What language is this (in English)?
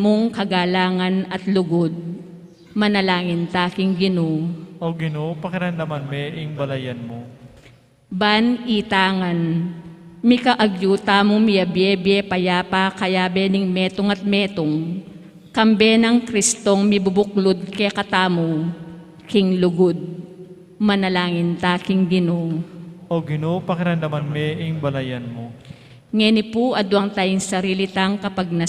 Pampanga